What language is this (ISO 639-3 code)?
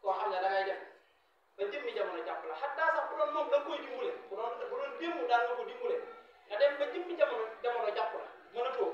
wol